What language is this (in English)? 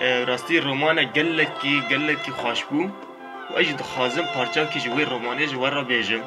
Kurdish